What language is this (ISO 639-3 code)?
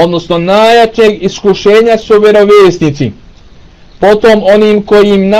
bos